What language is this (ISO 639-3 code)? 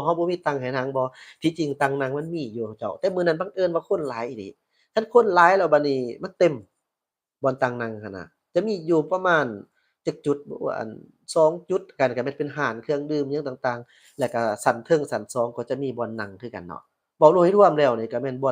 lao